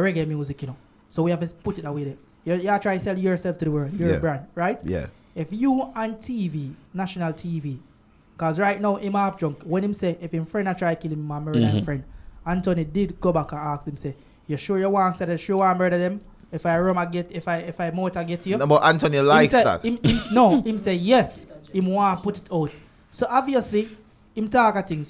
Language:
Jamaican Creole English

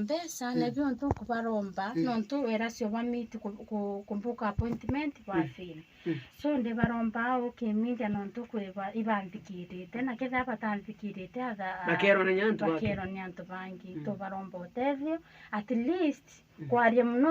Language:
Meru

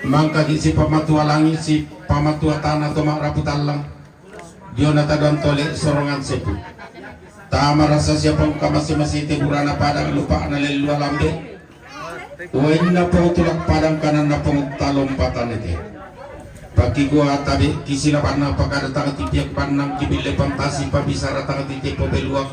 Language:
Toraja-Sa'dan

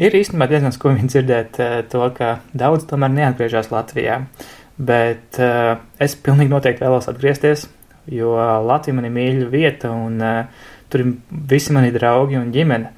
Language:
Latvian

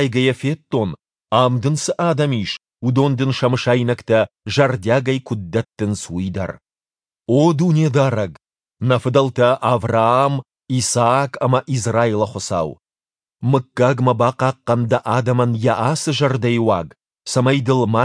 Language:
Ossetic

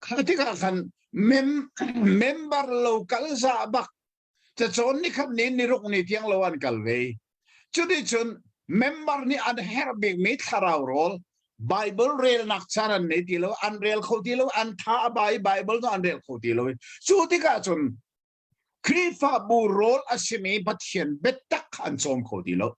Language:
Hakha Chin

